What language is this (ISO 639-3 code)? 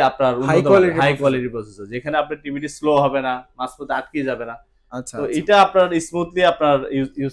ben